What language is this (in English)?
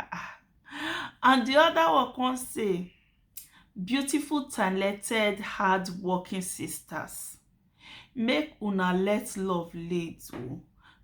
Nigerian Pidgin